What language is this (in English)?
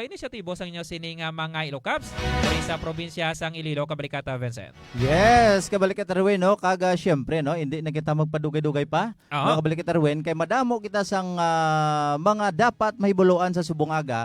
Hiligaynon